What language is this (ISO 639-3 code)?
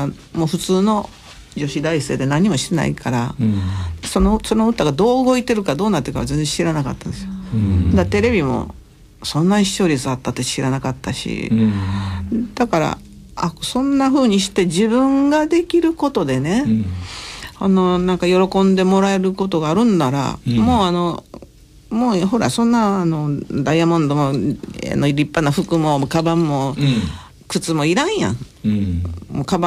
jpn